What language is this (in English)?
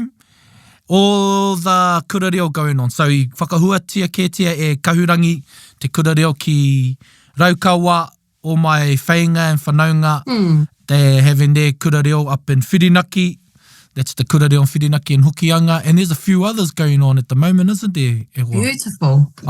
Māori